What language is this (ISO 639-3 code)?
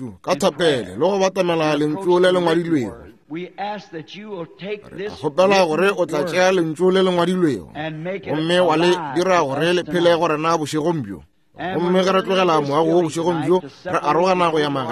nso